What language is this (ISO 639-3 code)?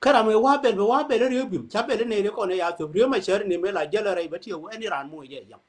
nus